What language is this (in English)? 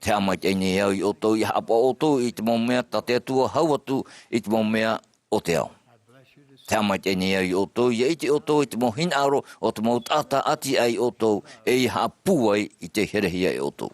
Tahitian